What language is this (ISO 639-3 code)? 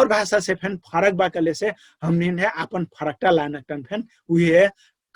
thl